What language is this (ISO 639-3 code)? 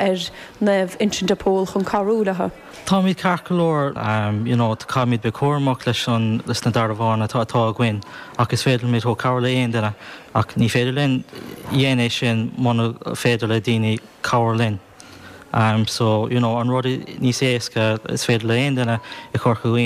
gle